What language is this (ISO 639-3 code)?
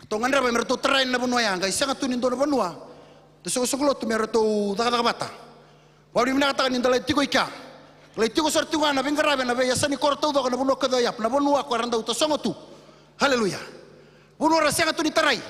fij